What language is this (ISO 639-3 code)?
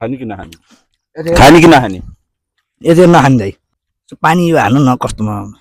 nep